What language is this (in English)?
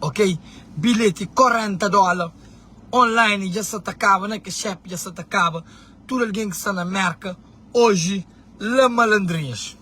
Kabuverdianu